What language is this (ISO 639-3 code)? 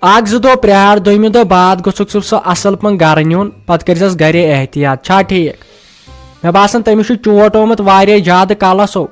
kas